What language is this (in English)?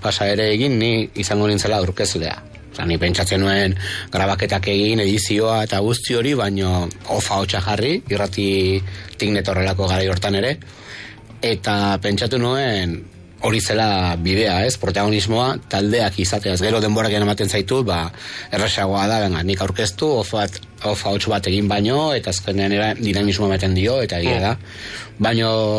Basque